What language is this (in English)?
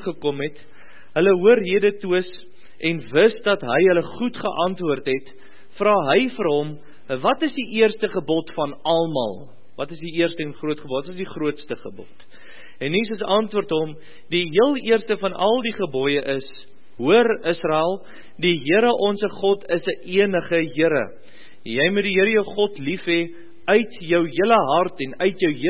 Afrikaans